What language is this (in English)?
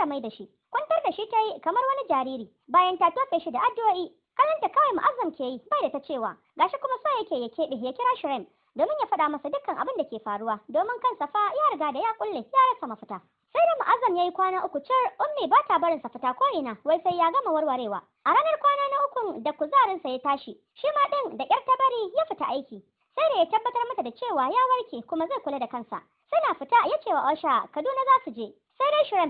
Hausa